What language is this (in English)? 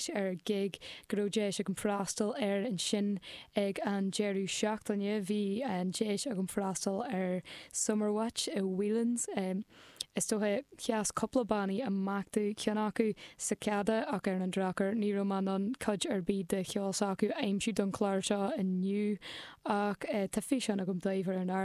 Irish